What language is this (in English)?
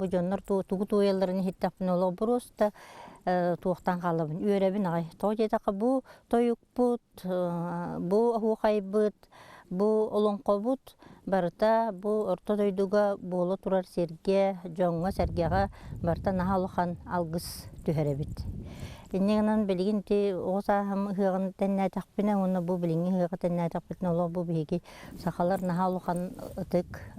Yakut